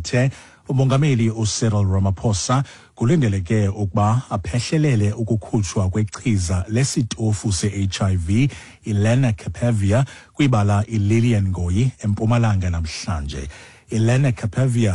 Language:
Xhosa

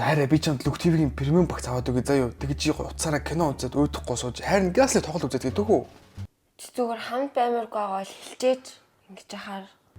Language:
Mongolian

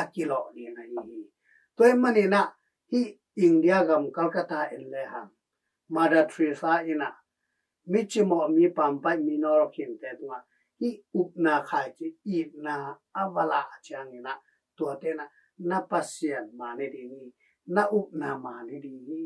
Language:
Tedim Chin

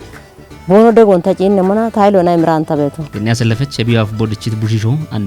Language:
Kafa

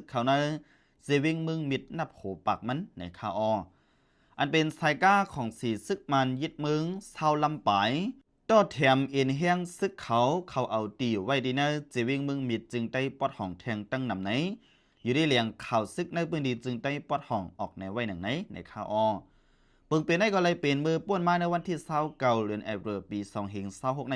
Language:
Shan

